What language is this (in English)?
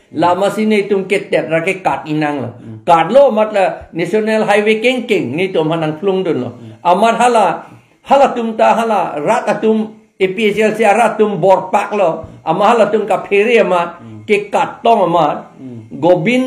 Karbi